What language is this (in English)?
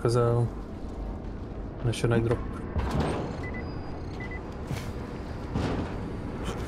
Hungarian